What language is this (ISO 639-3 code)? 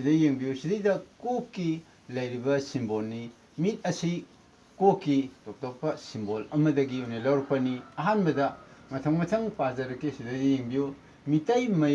mni